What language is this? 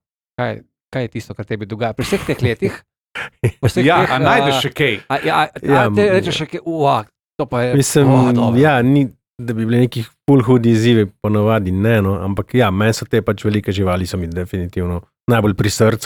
Slovenian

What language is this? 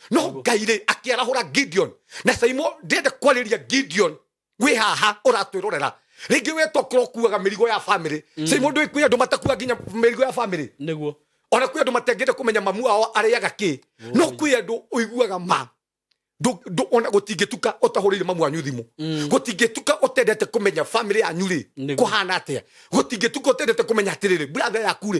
Kikuyu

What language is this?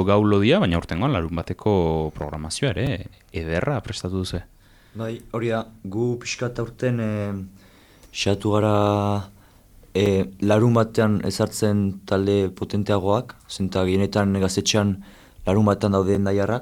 Basque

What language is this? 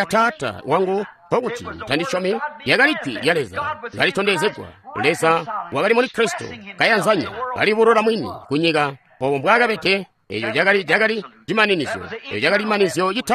Tonga (Zambia)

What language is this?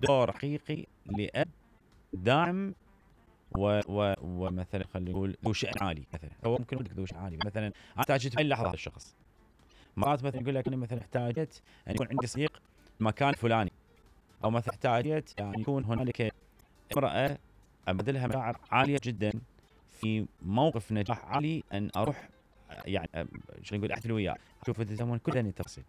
Mesopotamian Arabic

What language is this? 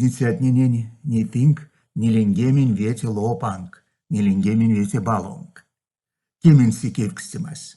Erzya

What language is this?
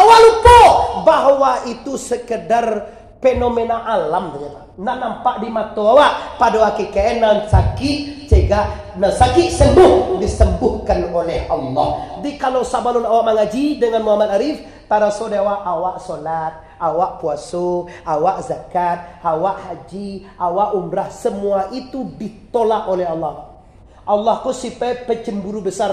Minangkabau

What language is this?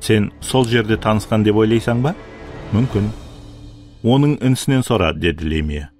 Kara-Kalpak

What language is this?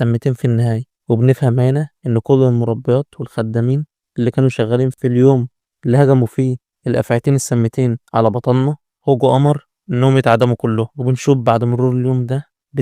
Egyptian Arabic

